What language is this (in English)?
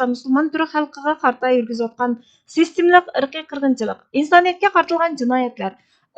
Uyghur